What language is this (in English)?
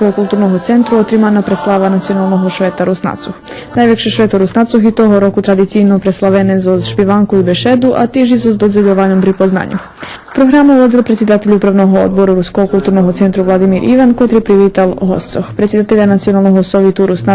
Rusyn